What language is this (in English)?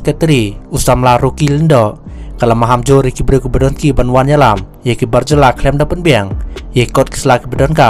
Khasi